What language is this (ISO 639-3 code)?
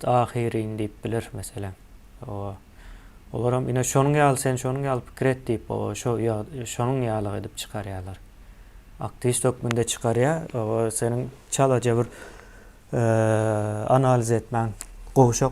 tuk